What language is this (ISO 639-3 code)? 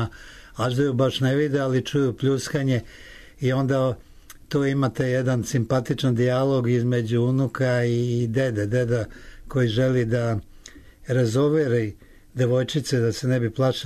srp